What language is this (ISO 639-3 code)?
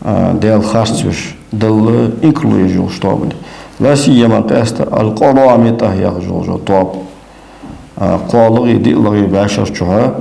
inh